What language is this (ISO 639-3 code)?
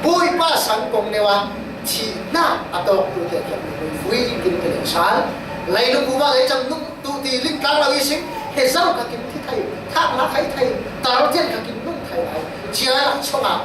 cfm